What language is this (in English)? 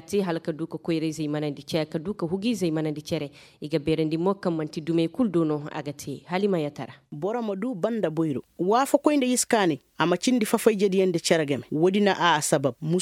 Koyraboro Senni